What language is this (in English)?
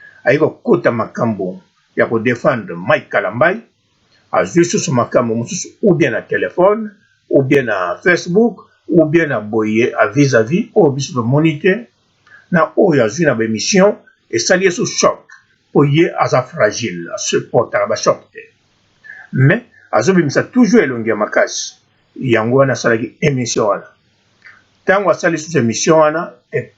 Lingala